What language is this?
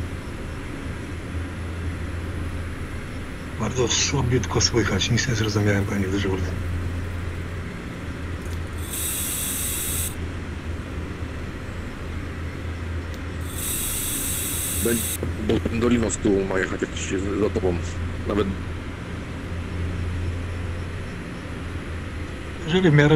Polish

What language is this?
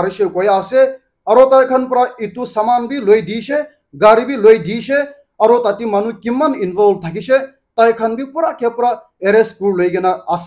Naga Pidgin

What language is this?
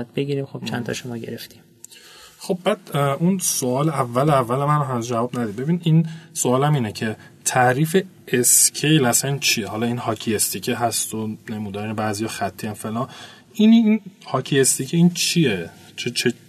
Persian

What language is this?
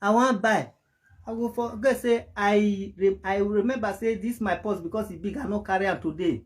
Nigerian Pidgin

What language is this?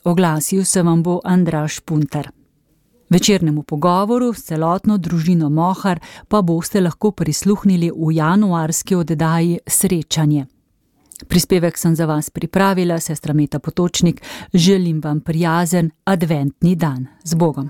Slovenian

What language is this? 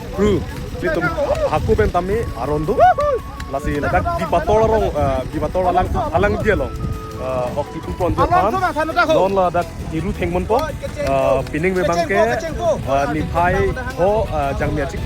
Karbi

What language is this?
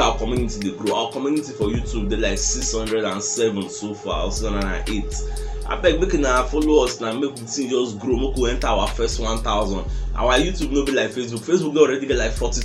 Nigerian Pidgin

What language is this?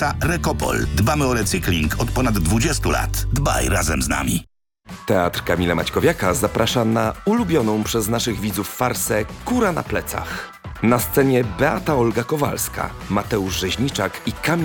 Polish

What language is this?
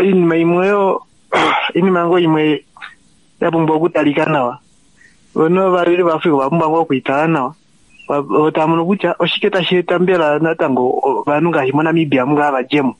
Kuanyama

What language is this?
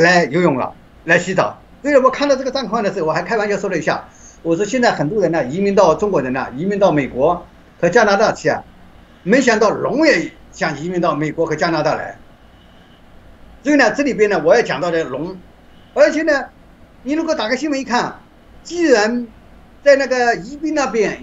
Chinese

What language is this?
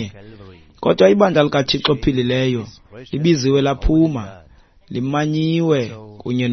Xhosa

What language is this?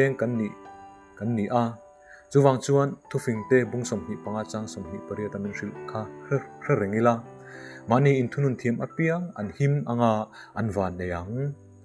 Mizo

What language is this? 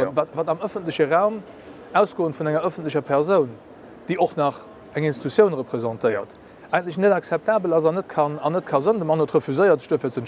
Luxembourgish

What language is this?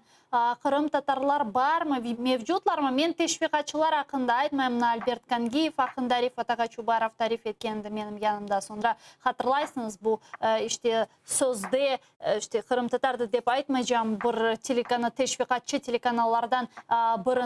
Crimean Tatar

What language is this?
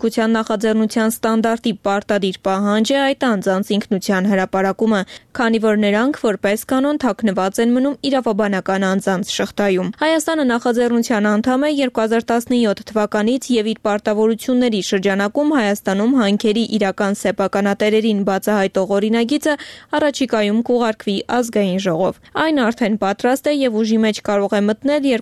Armenian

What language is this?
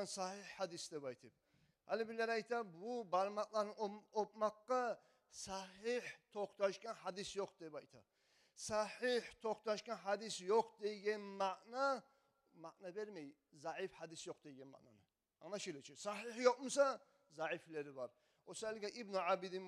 Kumyk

